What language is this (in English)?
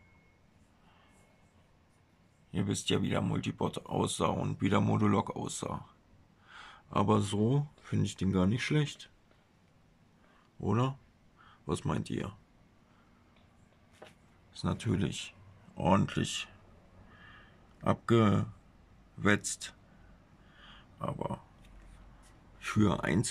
German